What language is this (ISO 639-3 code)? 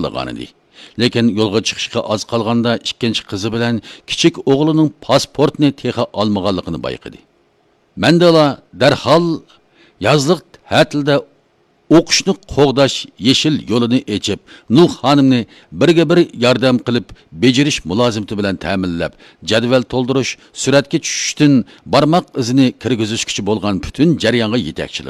uig